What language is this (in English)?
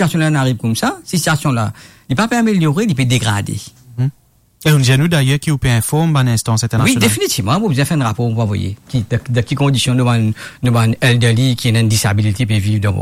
Morisyen